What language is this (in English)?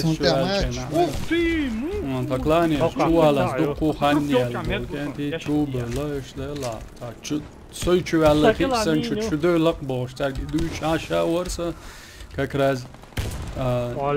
Chechen